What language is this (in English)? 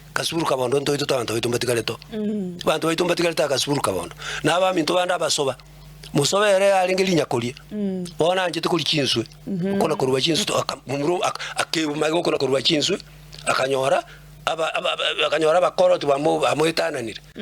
Gusii